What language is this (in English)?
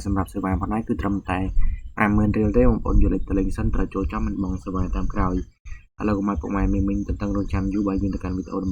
Khmer